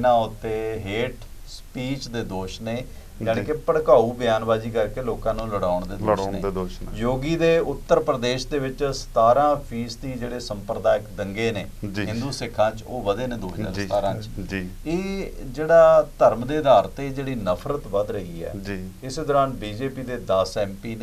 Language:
Punjabi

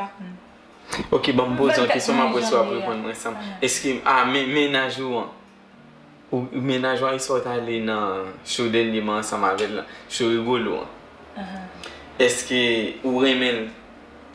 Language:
Haitian Creole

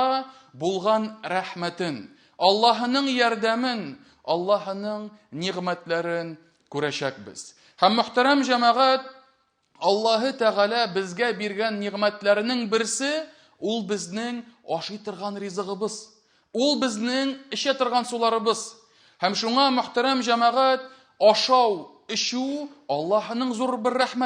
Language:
Tatar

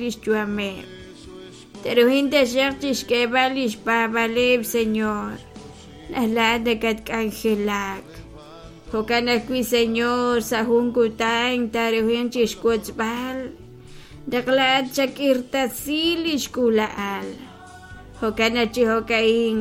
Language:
Kekchí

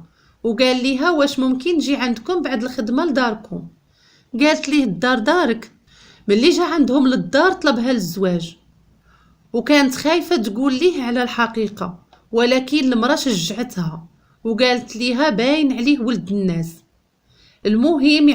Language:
Moroccan Arabic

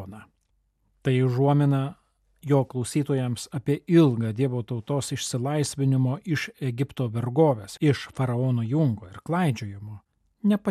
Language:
Lithuanian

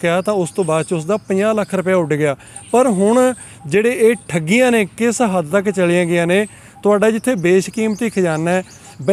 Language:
Punjabi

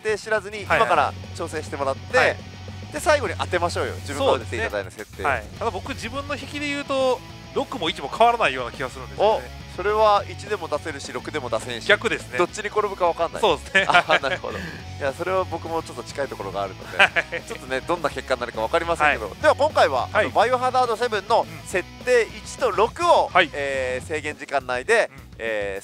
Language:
Japanese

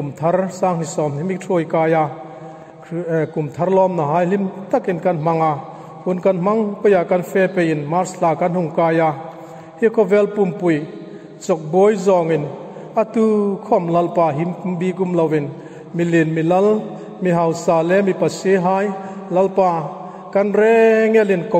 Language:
Hmar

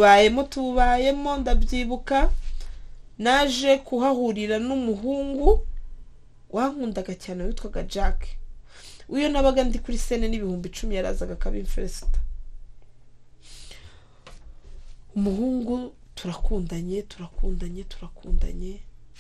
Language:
Kinyarwanda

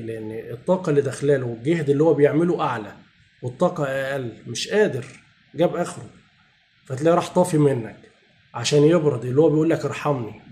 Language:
Egyptian Arabic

